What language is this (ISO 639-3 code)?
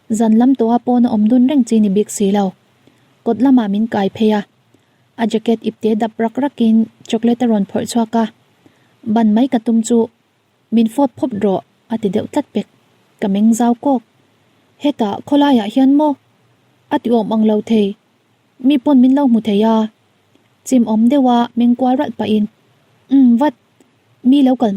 lus